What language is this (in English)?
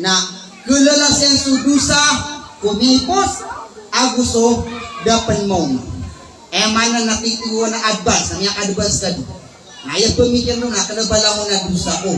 Maranao